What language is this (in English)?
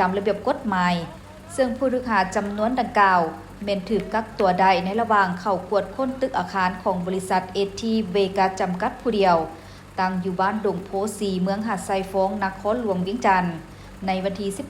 Lao